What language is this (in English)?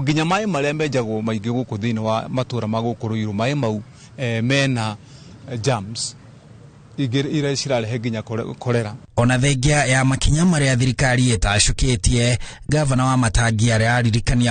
Kikuyu